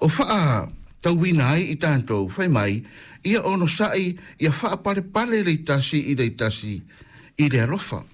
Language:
Samoan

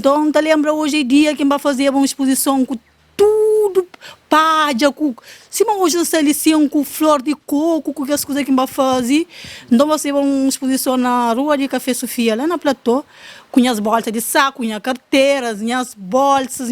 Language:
Kabuverdianu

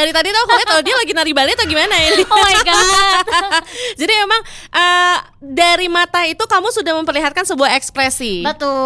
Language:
Indonesian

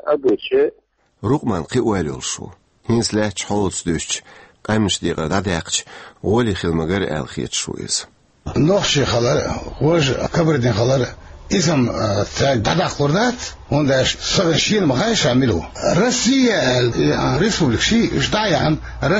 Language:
Chechen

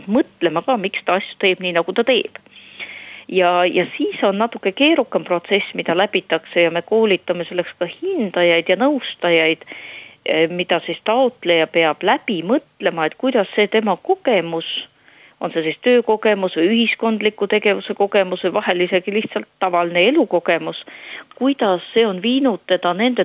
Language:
Estonian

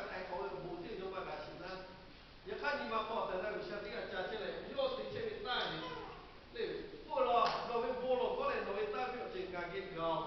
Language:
Lahu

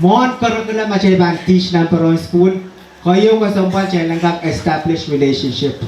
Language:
Pohnpeian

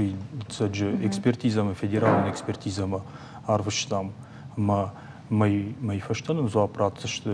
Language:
Ossetic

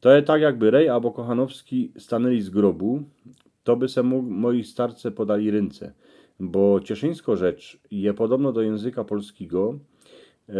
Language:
Silesian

